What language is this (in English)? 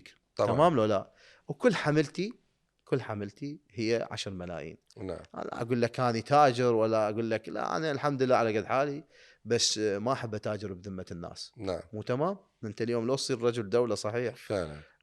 Mesopotamian Arabic